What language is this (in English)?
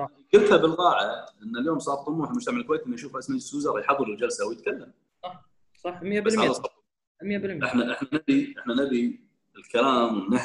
Gulf Arabic